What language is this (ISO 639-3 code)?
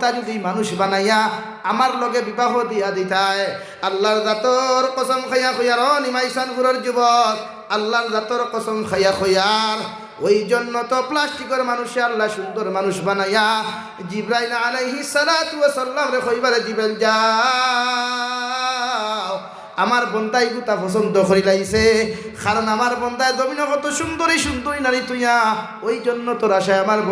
syl